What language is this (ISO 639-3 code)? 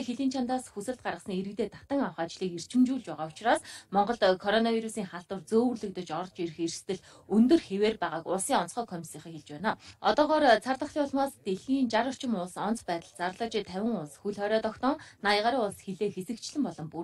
mon